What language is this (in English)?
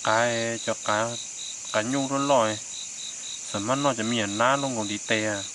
Hmong